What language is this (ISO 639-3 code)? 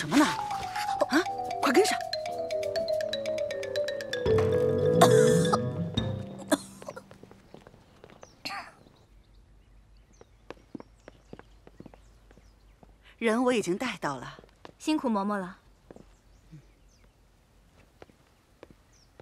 zho